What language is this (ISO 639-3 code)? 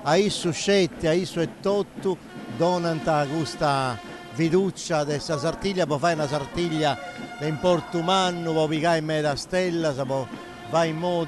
srd